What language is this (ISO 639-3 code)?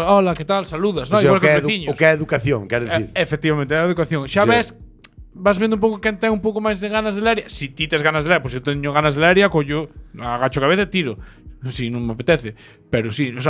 glg